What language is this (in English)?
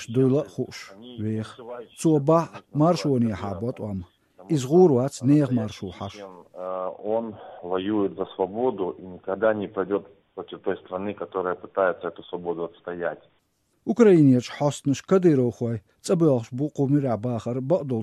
Chechen